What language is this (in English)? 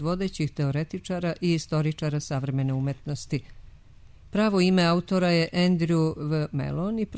Serbian